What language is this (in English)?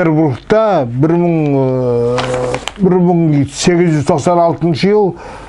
Nogai